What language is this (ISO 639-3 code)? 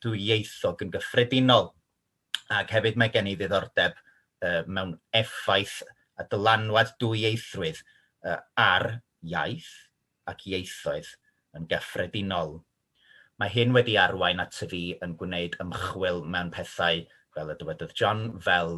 cym